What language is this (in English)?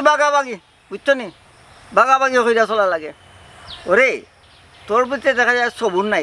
Sylheti